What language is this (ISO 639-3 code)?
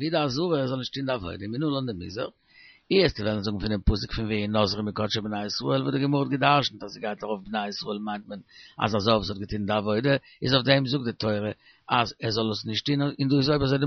yid